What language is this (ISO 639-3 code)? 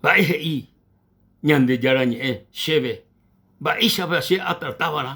grn